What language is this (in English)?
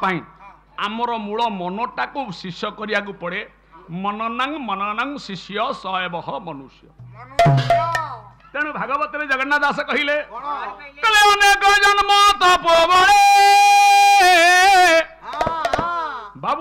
Odia